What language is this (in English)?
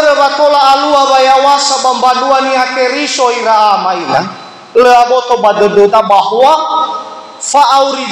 Nias